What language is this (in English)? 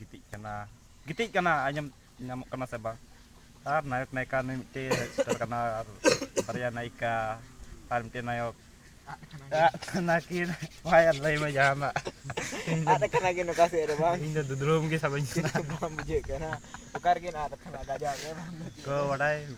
Santali